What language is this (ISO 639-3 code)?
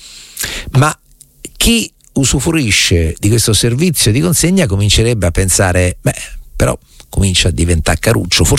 ita